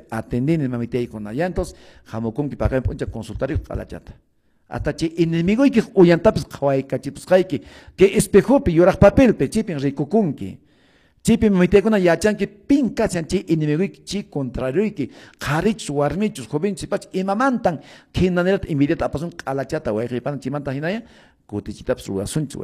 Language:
Quechua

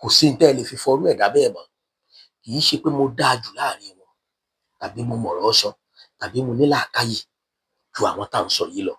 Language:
Yoruba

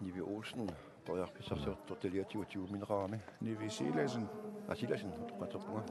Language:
Kalaallisut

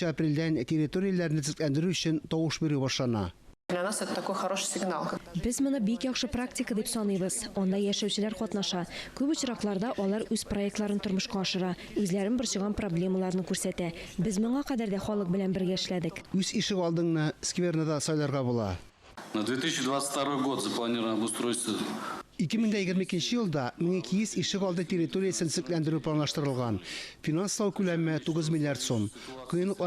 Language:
Tatar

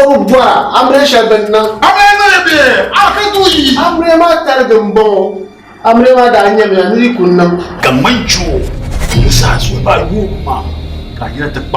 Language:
Dagbani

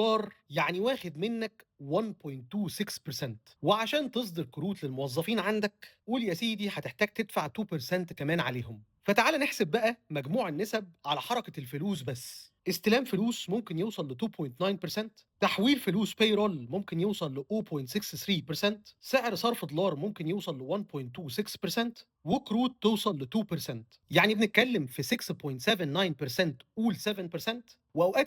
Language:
Egyptian Arabic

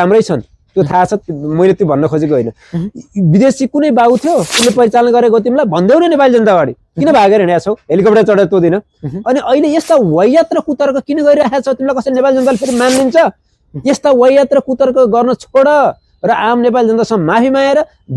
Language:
Nepali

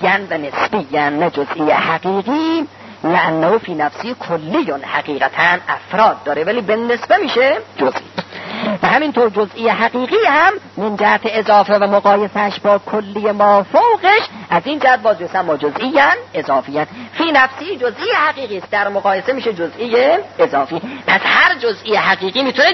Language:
Persian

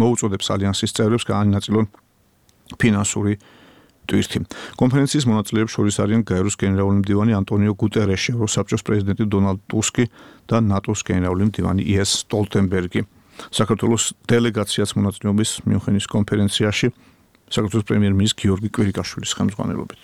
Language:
Georgian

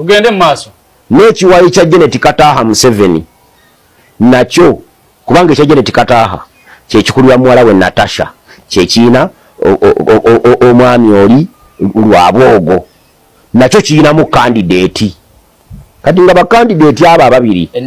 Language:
Ganda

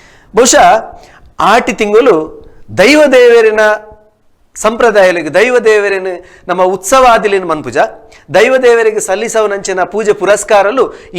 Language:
Tulu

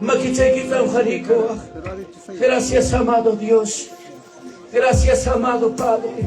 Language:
Ayacucho Quechua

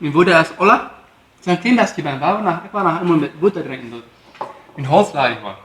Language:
Plautdietsch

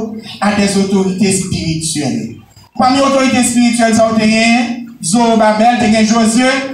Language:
Haitian Creole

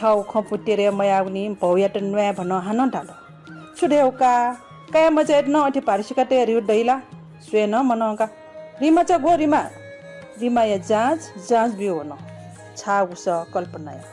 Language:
Newari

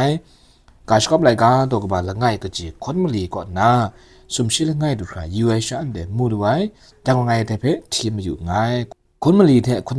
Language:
Kachin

